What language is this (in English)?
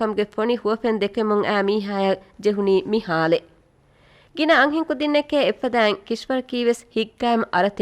Divehi